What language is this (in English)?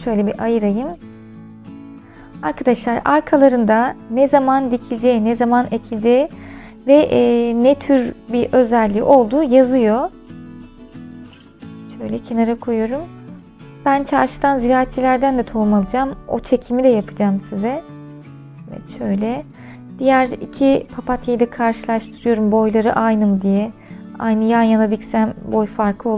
Turkish